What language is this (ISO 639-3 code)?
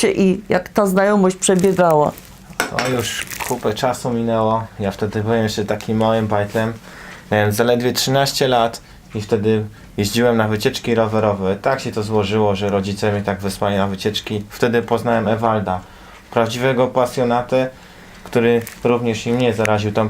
szl